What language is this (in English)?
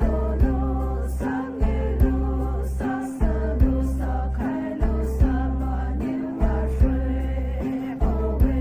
Poumei Naga